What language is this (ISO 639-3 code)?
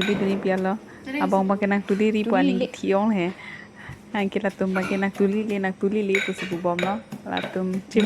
mjw